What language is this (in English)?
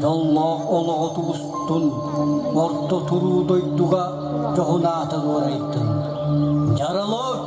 Yakut